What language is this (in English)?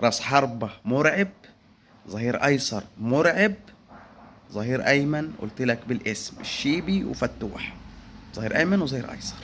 Egyptian Arabic